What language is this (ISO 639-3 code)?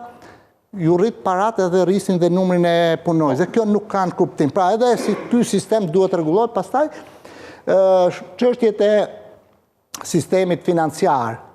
sqi